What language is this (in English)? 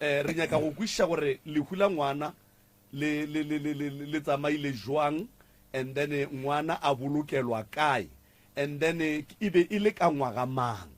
Northern Sotho